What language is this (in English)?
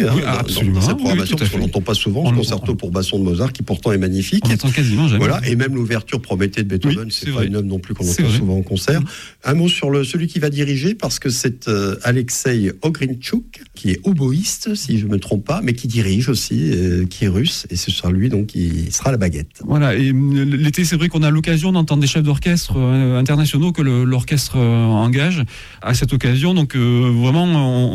French